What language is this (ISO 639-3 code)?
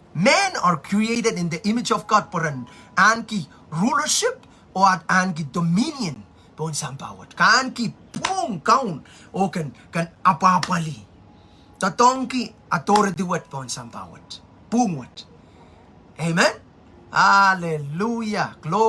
pon